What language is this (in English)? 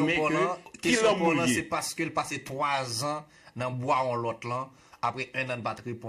Haitian Creole